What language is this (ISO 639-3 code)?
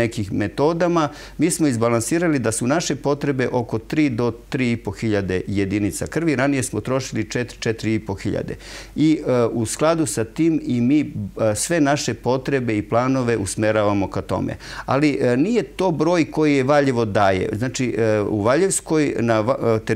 srp